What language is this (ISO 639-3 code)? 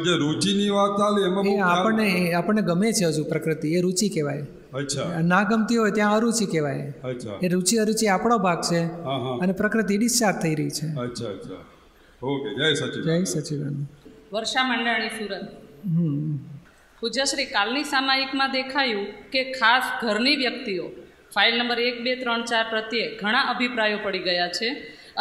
guj